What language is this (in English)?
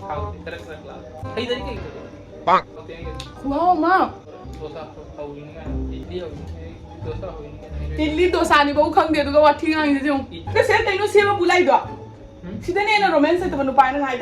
Manipuri